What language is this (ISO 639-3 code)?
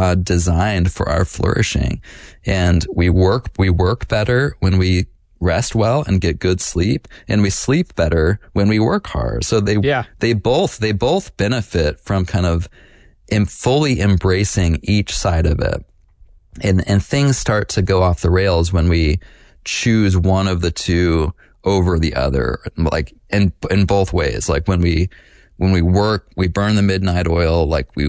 eng